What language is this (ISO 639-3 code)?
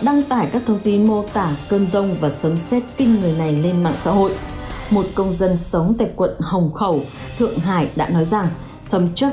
vie